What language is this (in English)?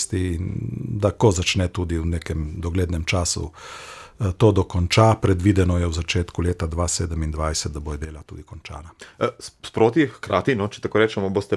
Slovenian